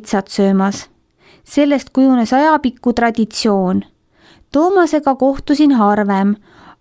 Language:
Estonian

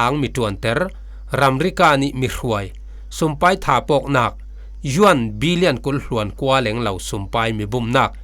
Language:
Falam Chin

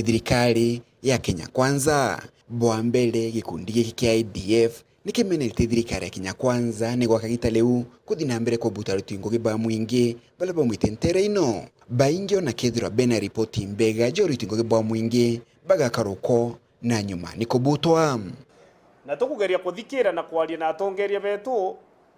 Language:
Meru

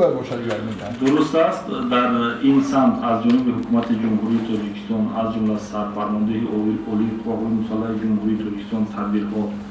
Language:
Tajik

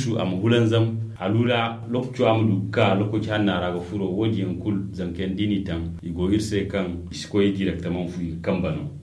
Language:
Zarma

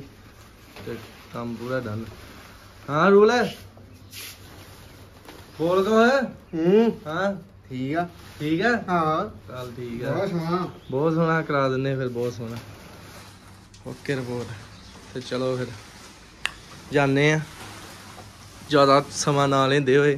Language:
Punjabi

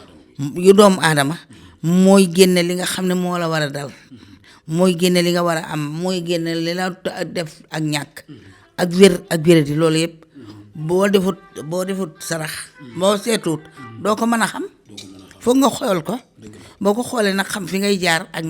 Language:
Wolof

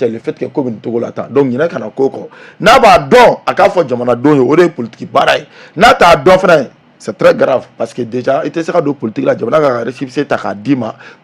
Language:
Bambara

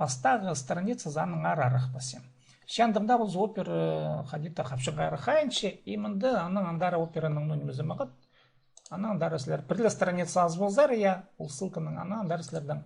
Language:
Khakas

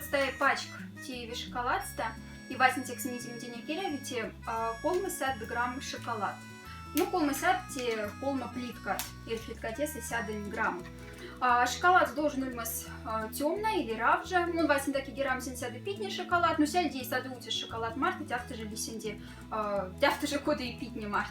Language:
Moksha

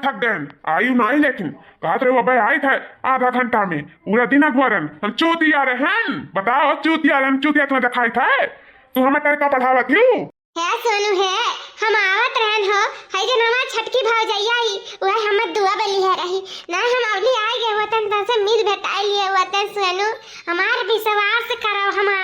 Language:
Awadhi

